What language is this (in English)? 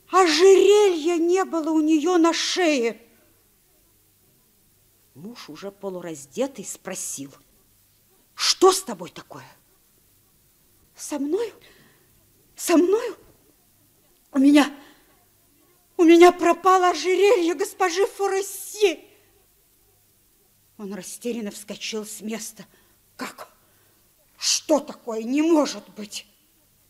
Russian